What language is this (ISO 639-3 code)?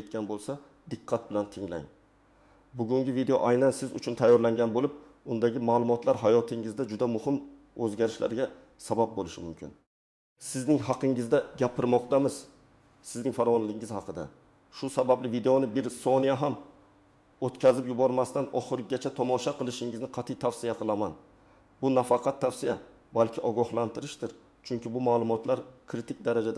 uzb